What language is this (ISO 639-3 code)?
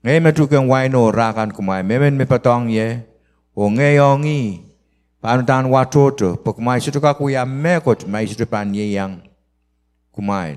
pon